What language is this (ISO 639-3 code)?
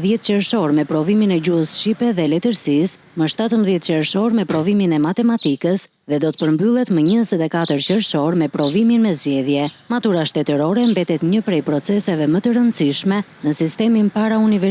sqi